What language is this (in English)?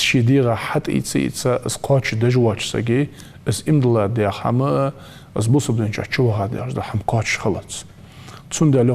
Ingush